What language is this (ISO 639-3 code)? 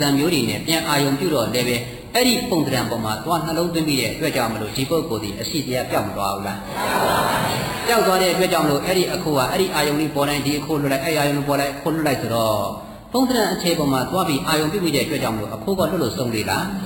mya